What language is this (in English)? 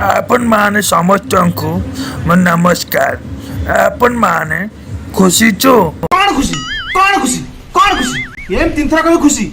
Odia